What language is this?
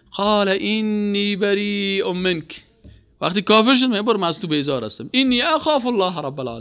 Persian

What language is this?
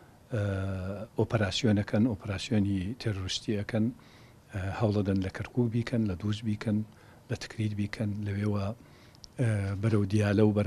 Central Kurdish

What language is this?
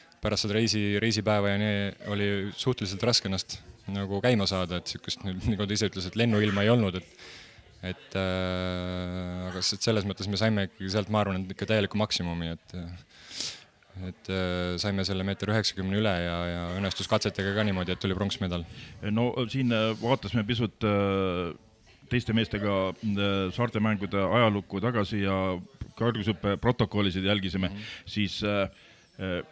Estonian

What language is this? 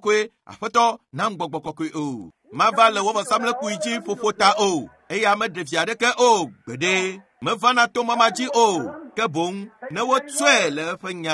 Ewe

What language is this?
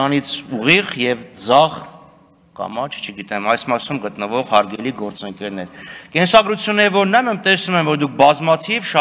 Armenian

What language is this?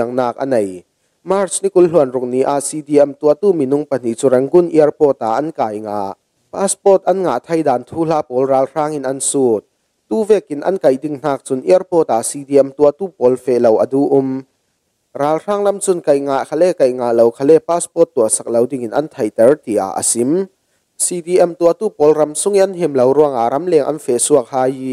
Falam Chin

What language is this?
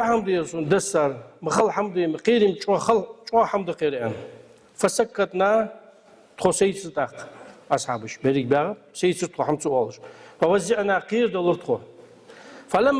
Ingush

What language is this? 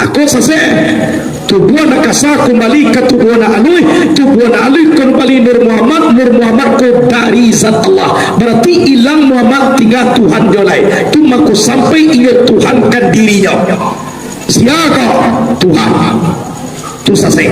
Minangkabau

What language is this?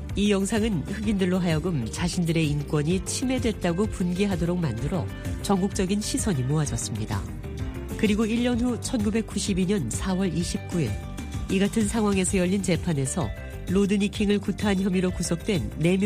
Korean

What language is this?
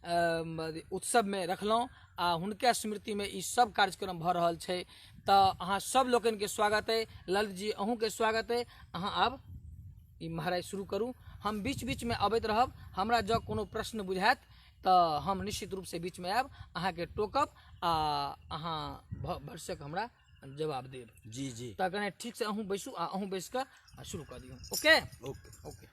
Maithili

